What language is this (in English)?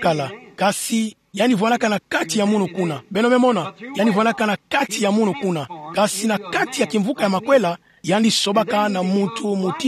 Kituba (Democratic Republic of Congo)